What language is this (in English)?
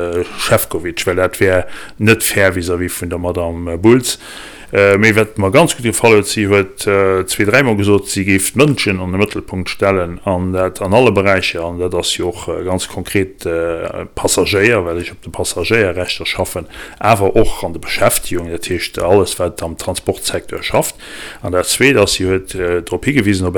Luxembourgish